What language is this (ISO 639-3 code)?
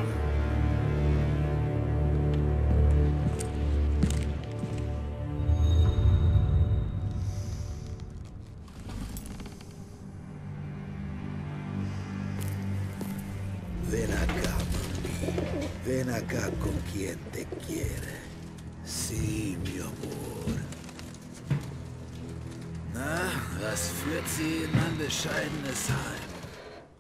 deu